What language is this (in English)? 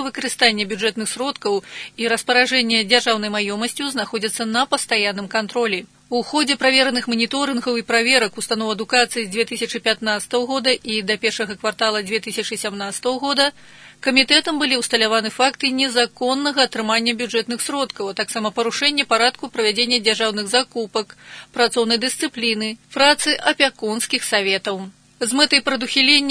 Belarusian